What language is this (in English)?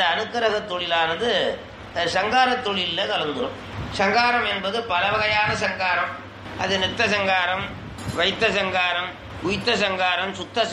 Tamil